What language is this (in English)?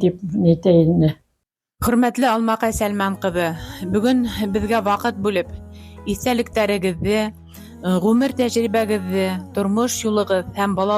Bashkir